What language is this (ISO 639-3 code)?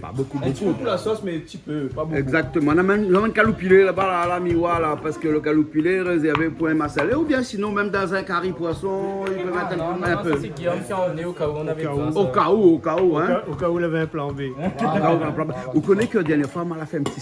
rcf